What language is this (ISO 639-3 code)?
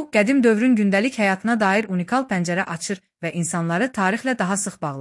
aze